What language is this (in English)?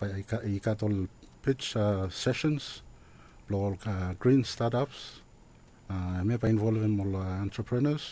Bislama